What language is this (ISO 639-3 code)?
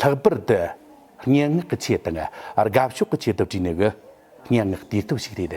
bod